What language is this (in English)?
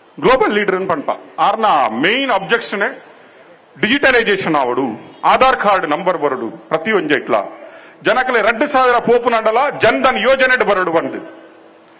Kannada